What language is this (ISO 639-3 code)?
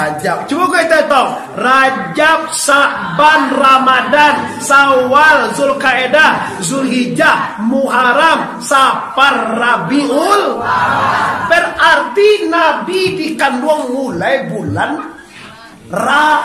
min